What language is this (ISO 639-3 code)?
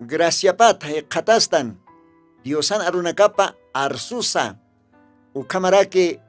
aym